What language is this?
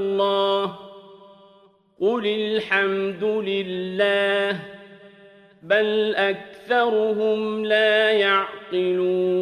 Arabic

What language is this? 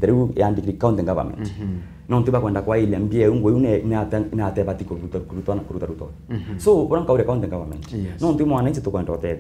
Meru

